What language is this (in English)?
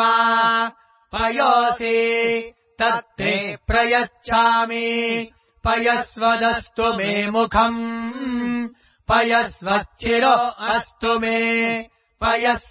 Sanskrit